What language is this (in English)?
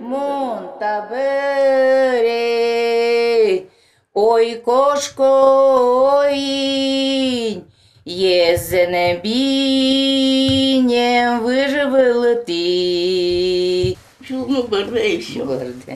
Udmurt